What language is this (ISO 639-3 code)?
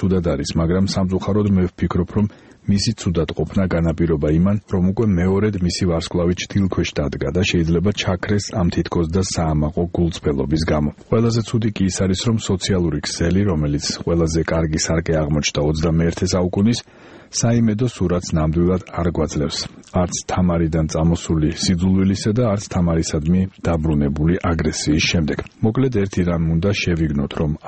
kat